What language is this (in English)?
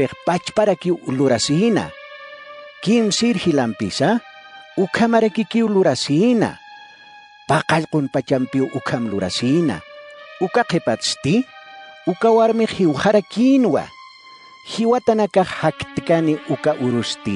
Aymara